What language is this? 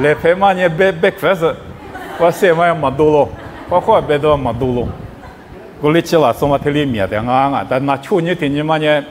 Lisu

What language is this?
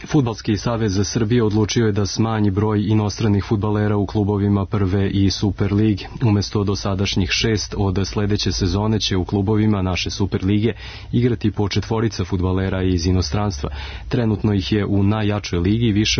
Serbian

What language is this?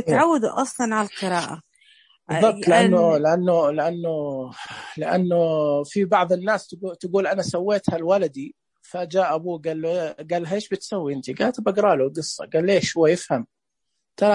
Najdi Arabic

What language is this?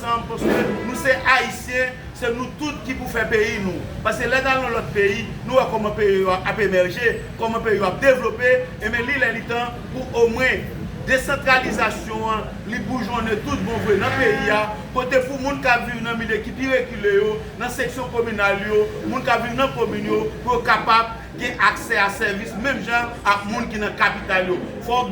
Haitian Creole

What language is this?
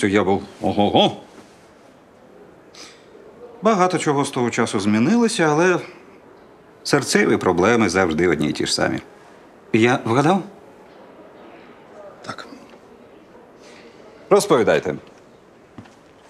Ukrainian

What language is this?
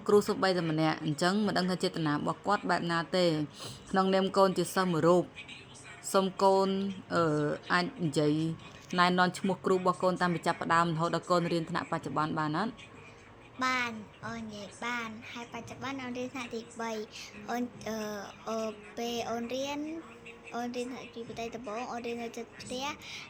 Khmer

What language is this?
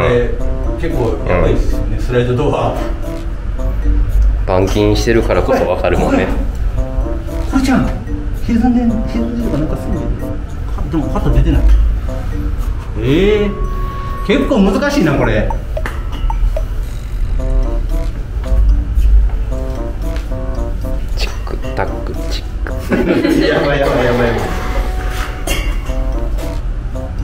Japanese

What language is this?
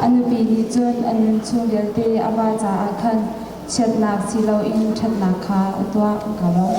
Hakha Chin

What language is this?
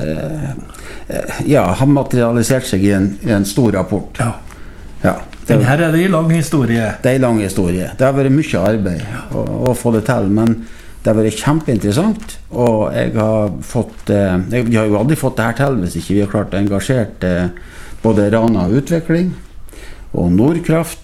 Norwegian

